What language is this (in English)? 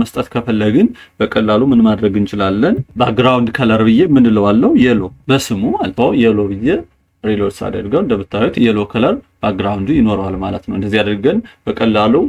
Amharic